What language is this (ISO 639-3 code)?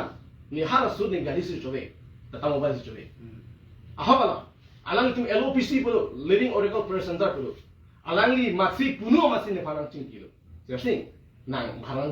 mjw